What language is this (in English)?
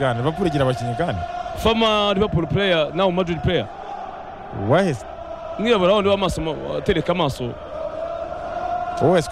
Kinyarwanda